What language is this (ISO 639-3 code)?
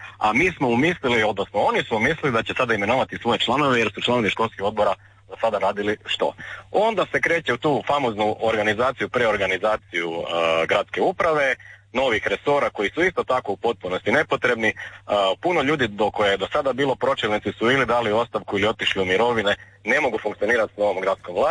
hrv